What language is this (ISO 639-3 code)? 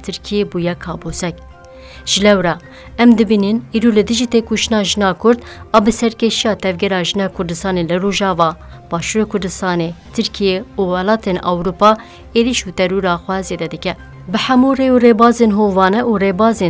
kur